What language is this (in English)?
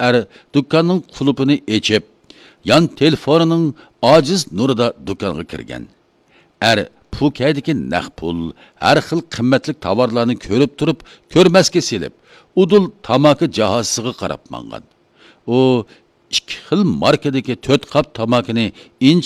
Uyghur